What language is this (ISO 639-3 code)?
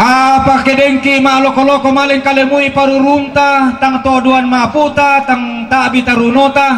sda